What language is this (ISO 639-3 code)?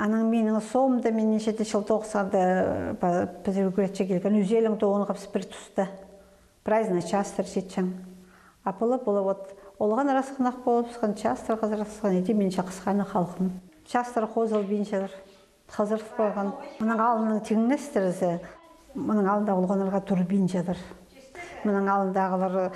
kjh